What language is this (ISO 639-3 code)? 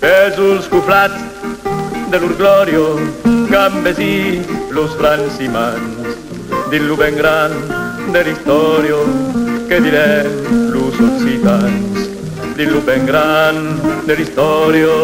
oci